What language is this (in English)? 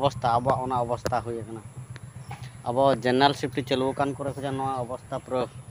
Santali